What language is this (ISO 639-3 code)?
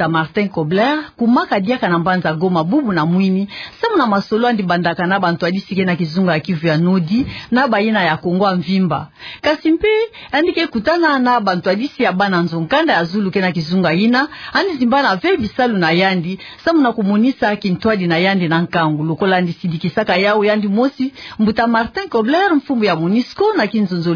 ktu